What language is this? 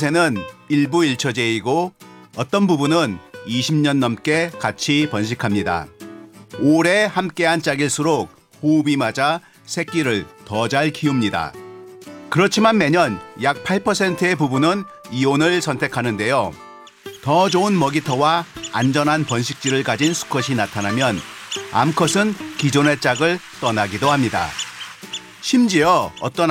Korean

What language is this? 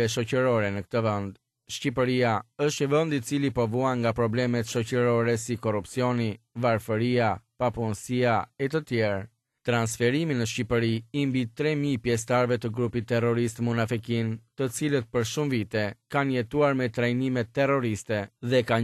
Albanian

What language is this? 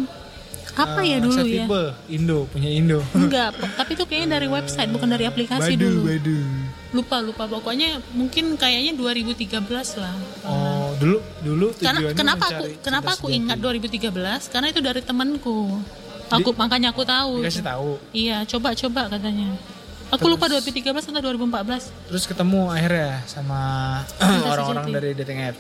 Indonesian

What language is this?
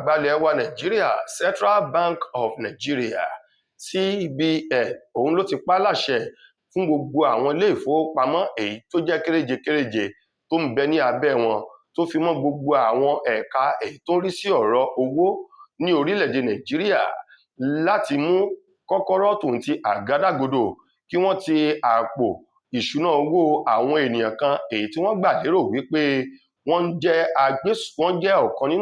Yoruba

